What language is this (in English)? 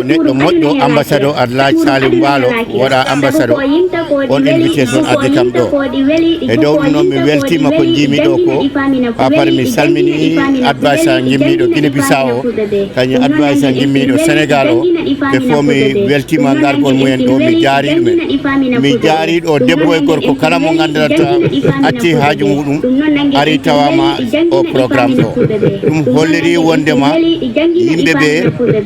Fula